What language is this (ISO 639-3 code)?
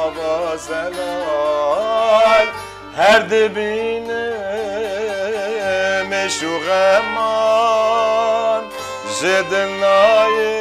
kur